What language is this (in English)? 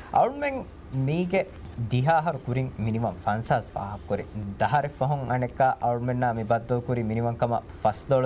Divehi